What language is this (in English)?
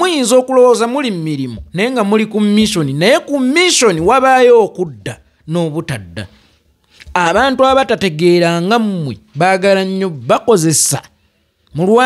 Ganda